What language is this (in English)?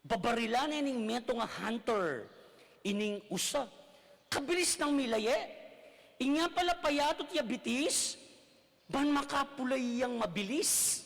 Pampanga